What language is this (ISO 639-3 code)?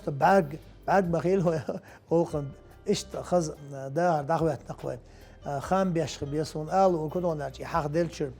che